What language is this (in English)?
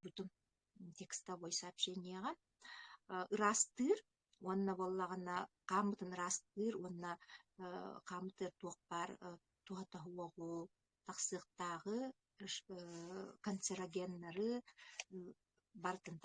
Yakut